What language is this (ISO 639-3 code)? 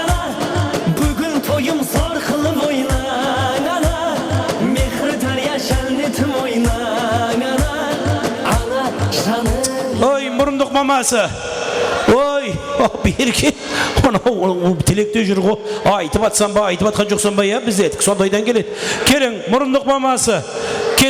kaa